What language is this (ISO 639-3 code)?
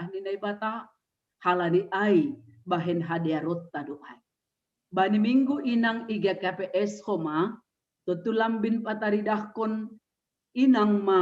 bts